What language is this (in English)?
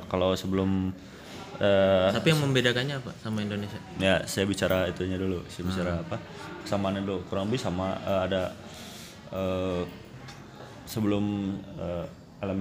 Indonesian